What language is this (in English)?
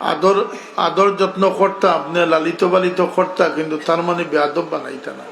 Sylheti